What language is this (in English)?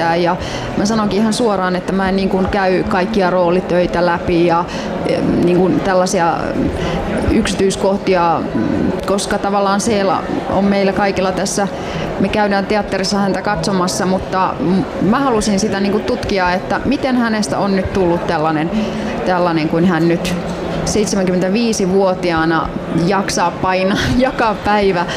Finnish